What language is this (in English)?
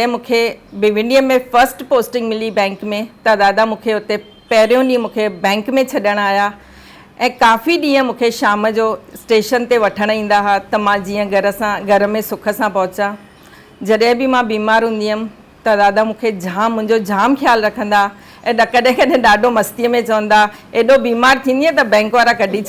Sindhi